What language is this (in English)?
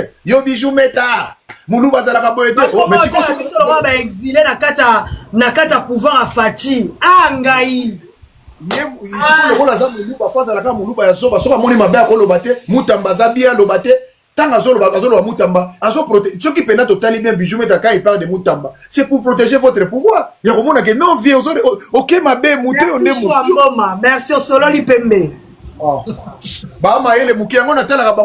Lingala